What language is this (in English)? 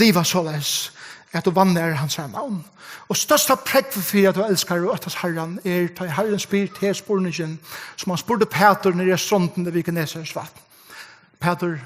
Faroese